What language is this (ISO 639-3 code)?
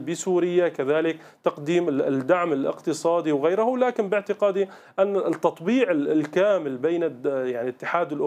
ara